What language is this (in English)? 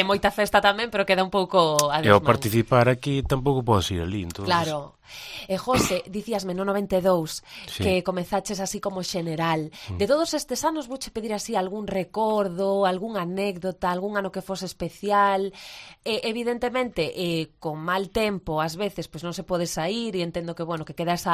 Galician